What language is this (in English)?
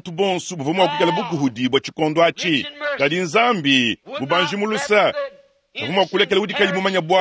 Luba-Lulua